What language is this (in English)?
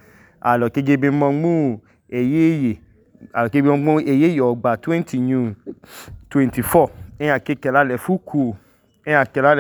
Idoma